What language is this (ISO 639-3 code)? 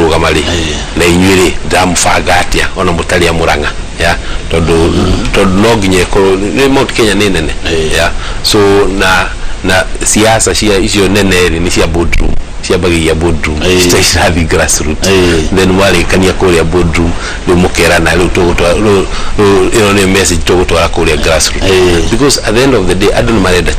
kik